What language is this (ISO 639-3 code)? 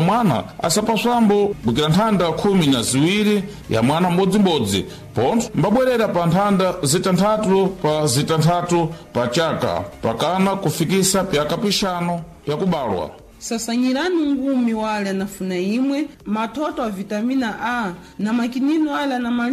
seh